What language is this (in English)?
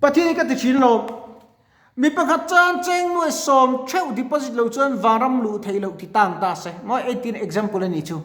Mizo